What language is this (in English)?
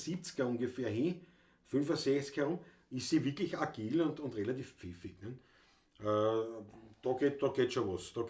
Bavarian